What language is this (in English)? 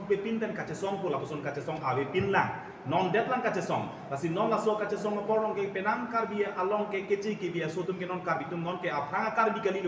Karbi